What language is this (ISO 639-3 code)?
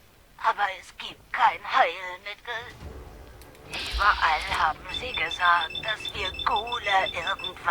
bar